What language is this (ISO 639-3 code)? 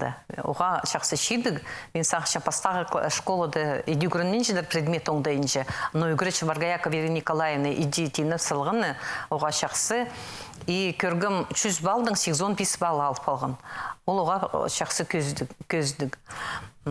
kjh